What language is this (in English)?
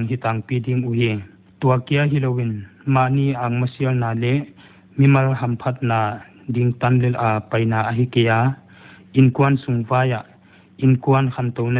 Paite Chin